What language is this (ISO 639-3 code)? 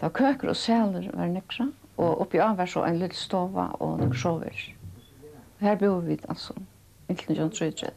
fao